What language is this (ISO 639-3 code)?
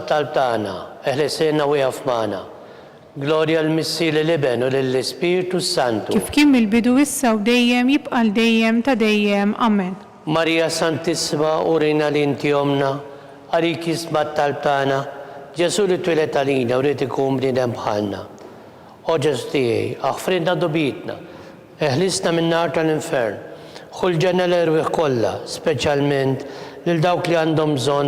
mlt